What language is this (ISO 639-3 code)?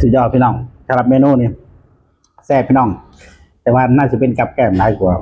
tts